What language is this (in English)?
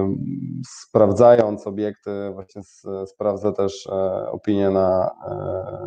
Polish